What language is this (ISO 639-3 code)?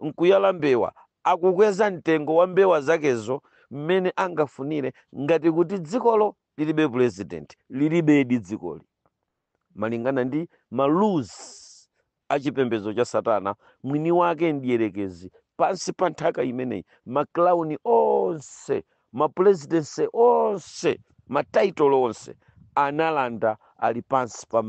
nya